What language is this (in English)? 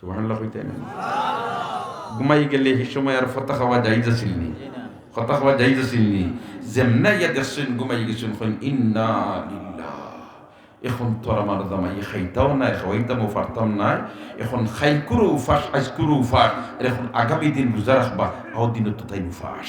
Sylheti